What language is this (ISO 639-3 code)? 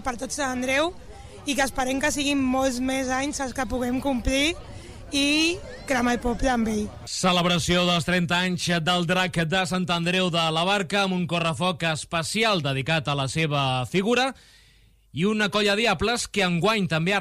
cat